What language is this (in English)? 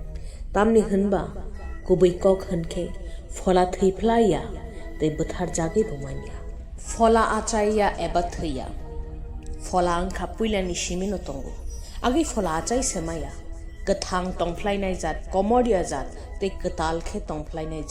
Kok Borok